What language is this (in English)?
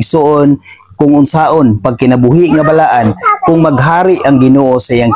Cebuano